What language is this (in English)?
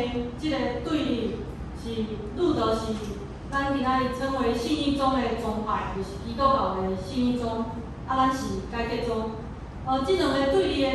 Min Nan Chinese